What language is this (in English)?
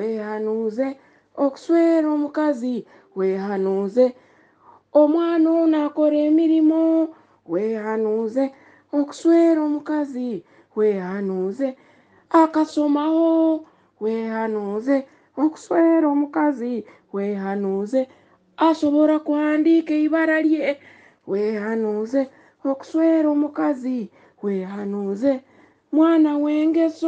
Nyoro